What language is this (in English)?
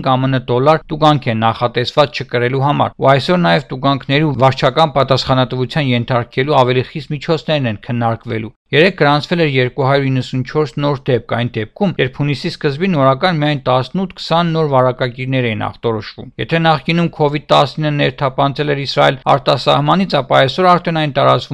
Armenian